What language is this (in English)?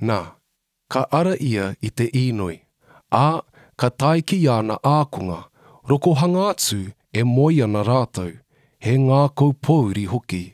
Māori